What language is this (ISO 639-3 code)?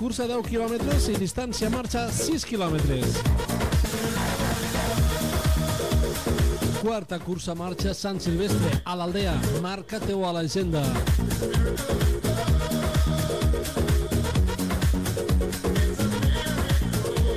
cat